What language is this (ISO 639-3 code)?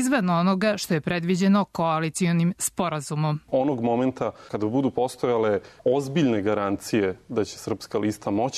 srp